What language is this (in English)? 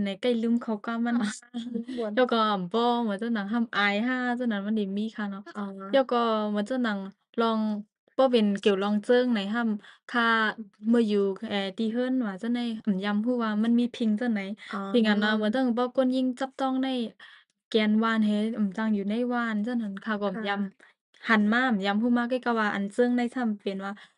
Shan